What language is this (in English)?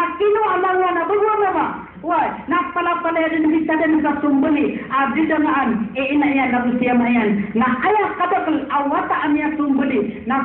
Maranao